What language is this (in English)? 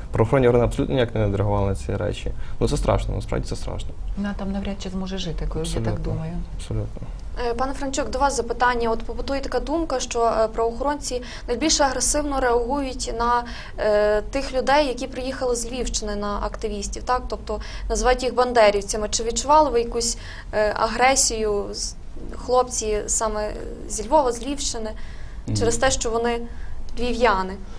Ukrainian